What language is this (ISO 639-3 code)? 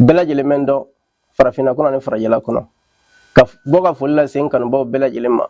bam